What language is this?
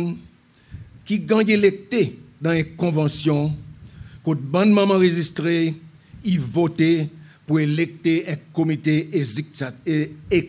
Seselwa Creole French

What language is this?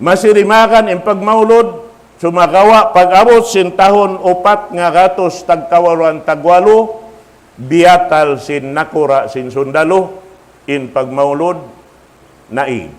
Tausug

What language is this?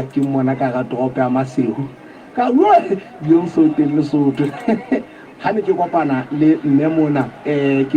Southern Sotho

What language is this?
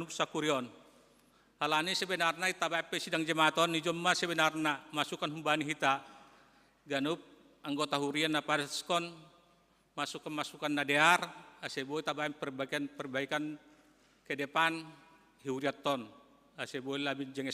Batak Simalungun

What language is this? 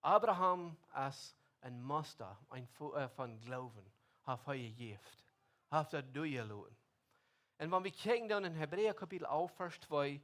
Plautdietsch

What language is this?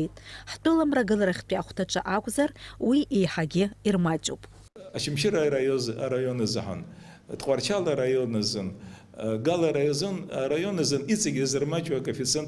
Abkhazian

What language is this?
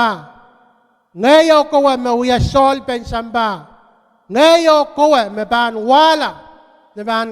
Pohnpeian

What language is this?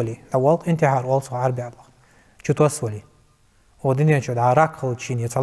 Ingush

